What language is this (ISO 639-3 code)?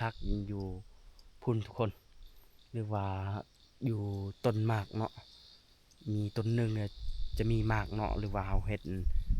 lao